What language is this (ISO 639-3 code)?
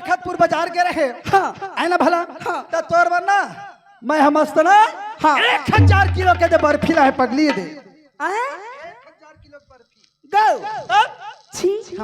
hne